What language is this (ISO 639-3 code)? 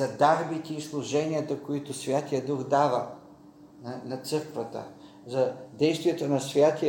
bul